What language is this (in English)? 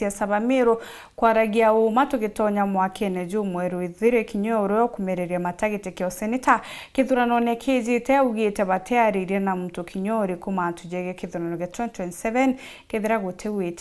Meru